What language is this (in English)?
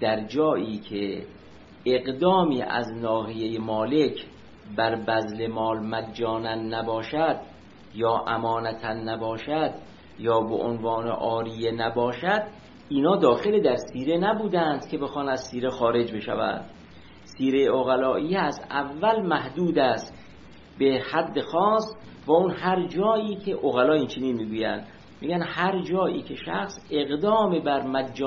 Persian